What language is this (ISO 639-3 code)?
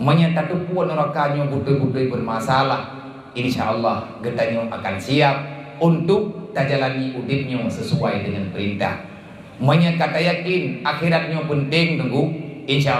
ace